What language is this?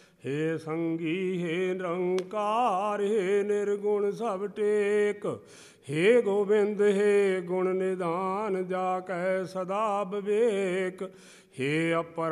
Punjabi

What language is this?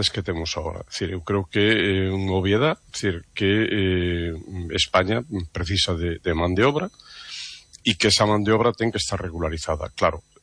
Galician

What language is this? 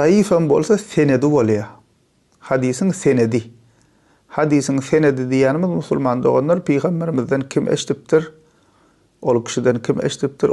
Turkmen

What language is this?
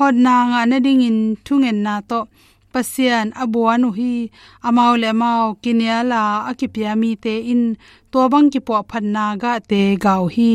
Tedim Chin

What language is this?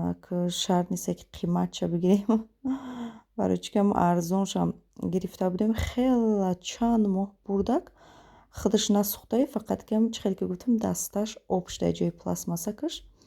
Tajik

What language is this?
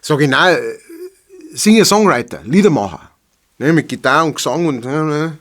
Bavarian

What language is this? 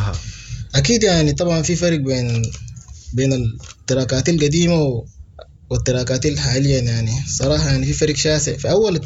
Sudanese Arabic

